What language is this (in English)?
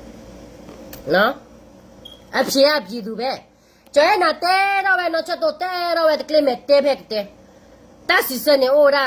S'gaw Karen